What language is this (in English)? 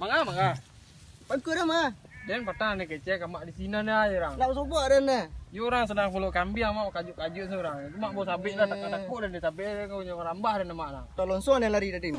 Minangkabau